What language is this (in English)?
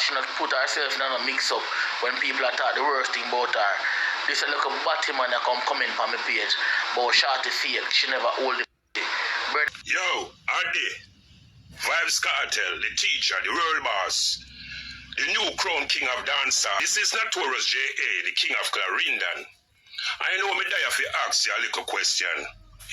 Jamaican Creole English